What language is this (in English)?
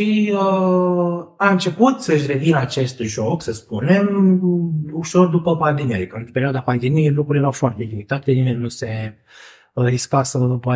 Romanian